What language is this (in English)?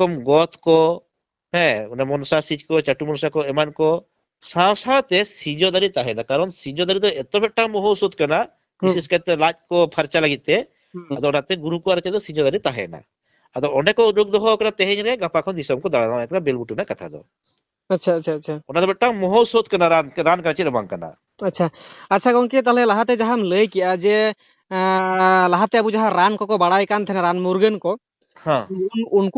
Santali